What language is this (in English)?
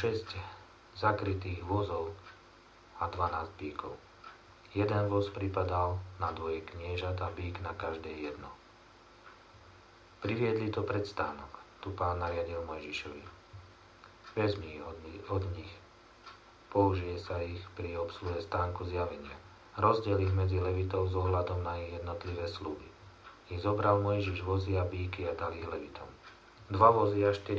Slovak